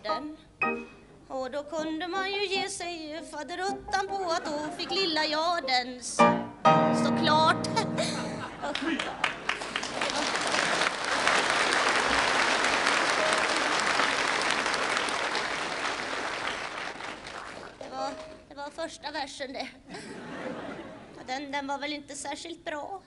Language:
Swedish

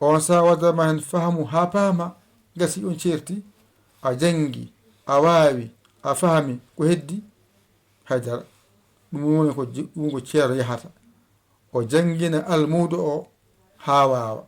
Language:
Fula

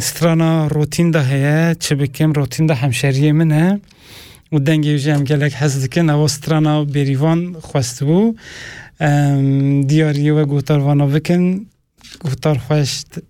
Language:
Kurdish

